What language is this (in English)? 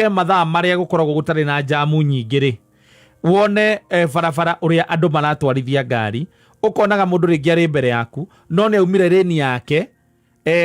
Kikuyu